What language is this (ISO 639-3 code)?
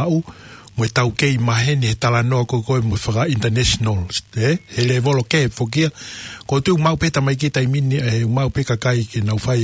ton